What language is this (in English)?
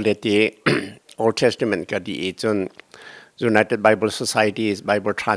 Hakha Chin